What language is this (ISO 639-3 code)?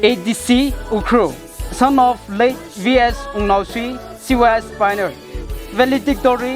nmf